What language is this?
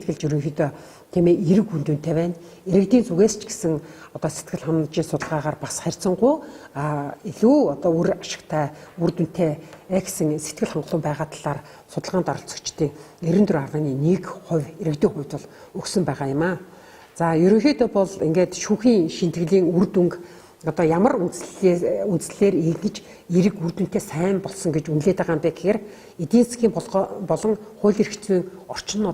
Mongolian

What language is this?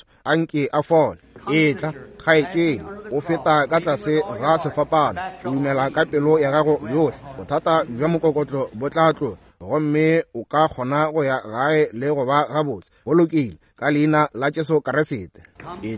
Northern Sotho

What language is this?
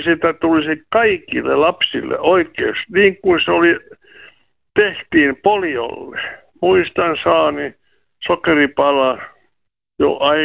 Finnish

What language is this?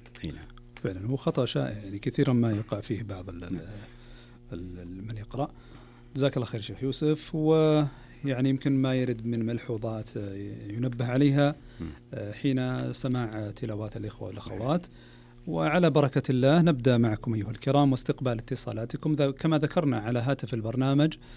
Najdi Arabic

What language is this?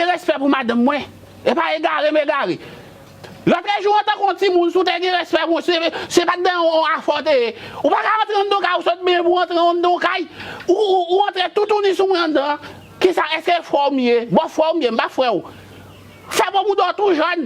Haitian Creole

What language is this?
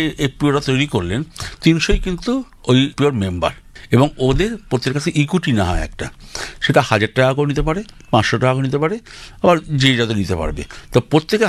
Bangla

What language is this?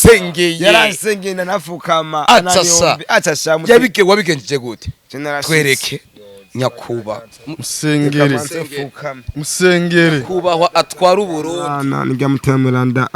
Rundi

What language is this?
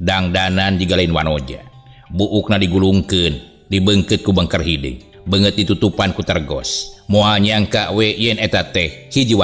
Sundanese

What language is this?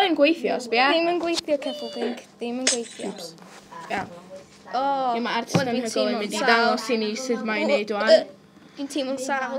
Welsh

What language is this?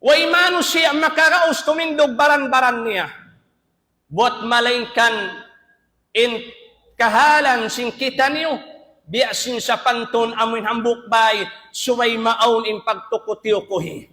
Tausug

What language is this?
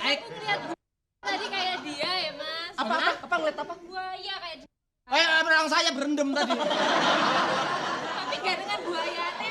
Betawi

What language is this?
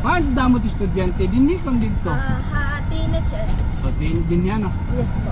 Waray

